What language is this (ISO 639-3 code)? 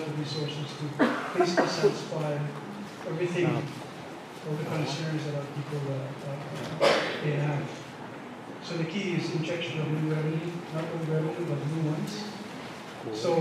pon